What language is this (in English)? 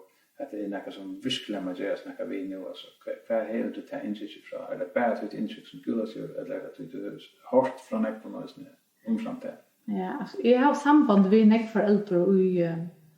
Faroese